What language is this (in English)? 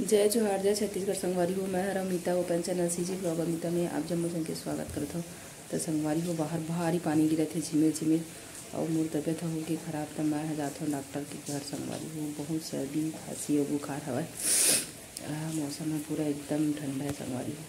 Chhattisgarhi